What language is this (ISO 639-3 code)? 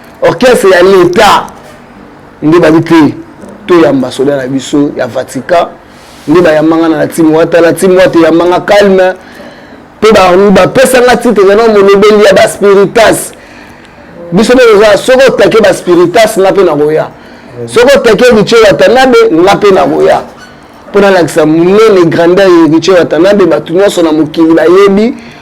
lin